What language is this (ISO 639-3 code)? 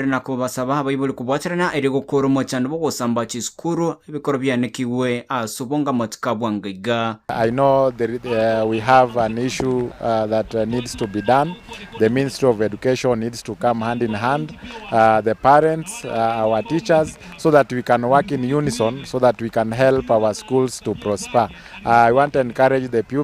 guz